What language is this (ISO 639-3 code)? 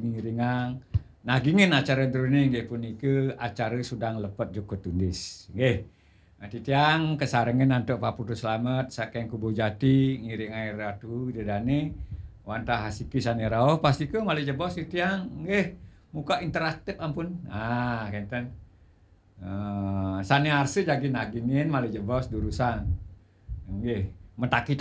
ban